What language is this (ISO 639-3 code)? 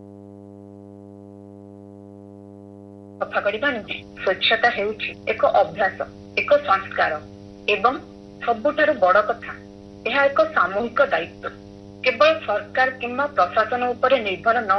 ori